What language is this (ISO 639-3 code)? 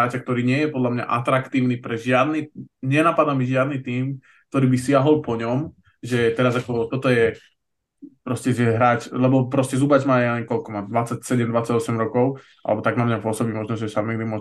slk